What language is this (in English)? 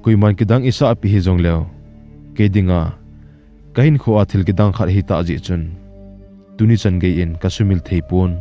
Thado Chin